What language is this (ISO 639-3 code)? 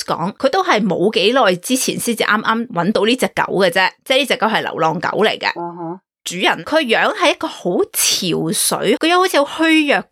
yue